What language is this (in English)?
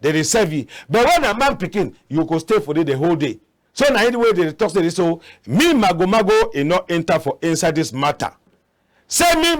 Cameroon Pidgin